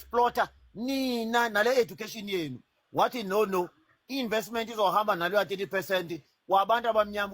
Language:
Zulu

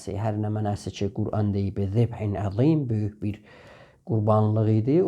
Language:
South Azerbaijani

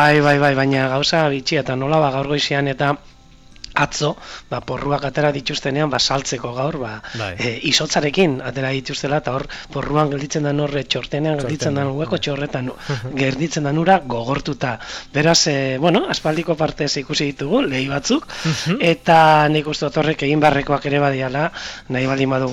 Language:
Basque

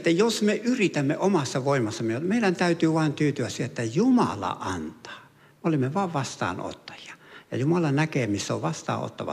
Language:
Finnish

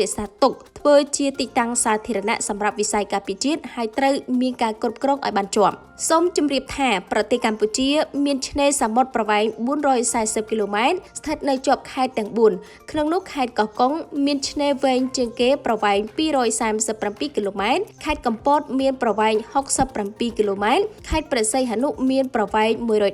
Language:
Khmer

